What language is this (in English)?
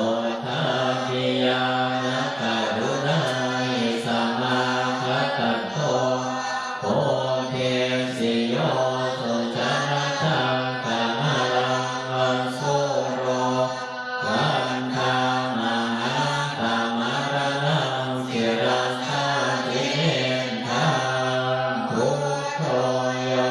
Pali